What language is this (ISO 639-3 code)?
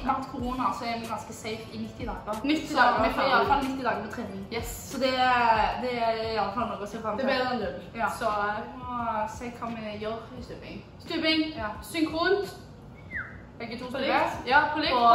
nor